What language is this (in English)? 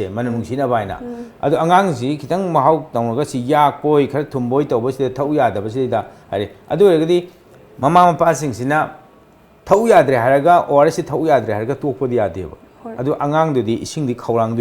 Manipuri